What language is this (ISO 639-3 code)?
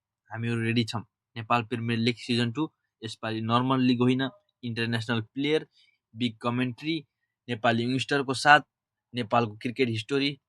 nep